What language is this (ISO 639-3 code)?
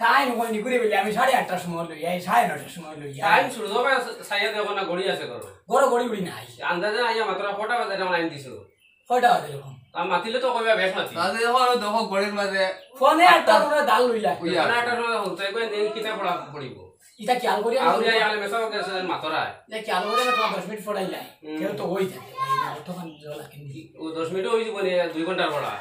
syl